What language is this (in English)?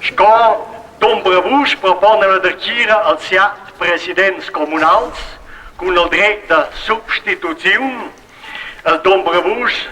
Romansh